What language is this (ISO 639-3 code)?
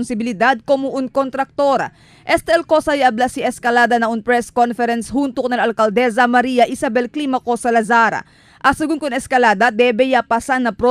cbk